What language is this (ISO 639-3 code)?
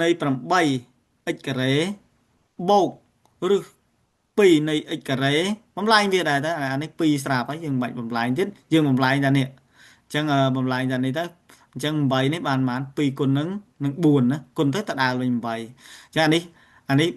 khm